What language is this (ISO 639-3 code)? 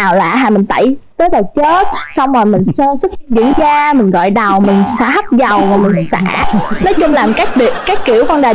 vie